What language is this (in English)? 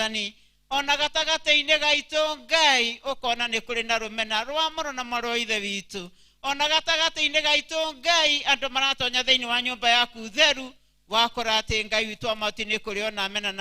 Kikuyu